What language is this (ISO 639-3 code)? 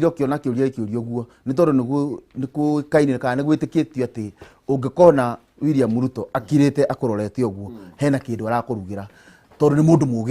kik